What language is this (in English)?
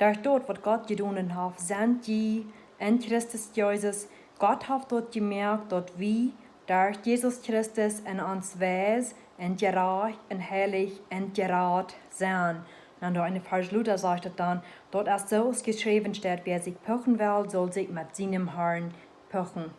Plautdietsch